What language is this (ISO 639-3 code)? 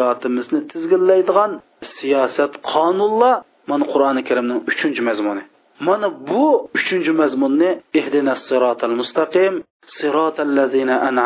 uig